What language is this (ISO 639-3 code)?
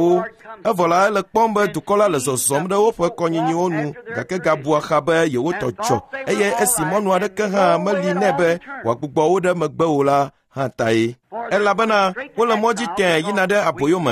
ewe